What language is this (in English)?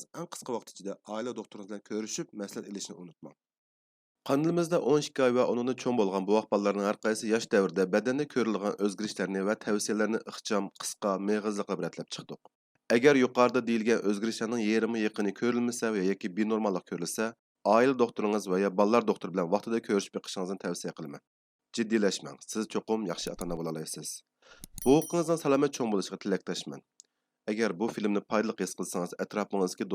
Uyghur